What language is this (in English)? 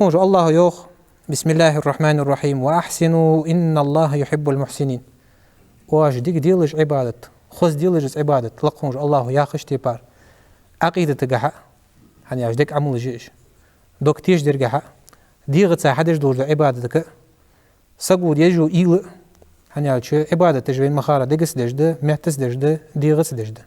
Ingush